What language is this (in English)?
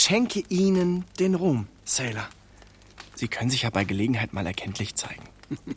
Swiss German